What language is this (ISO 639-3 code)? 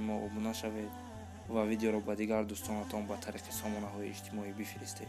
tgk